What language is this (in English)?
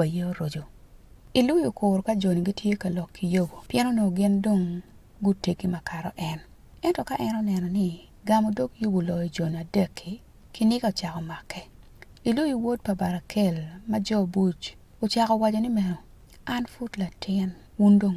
Acoli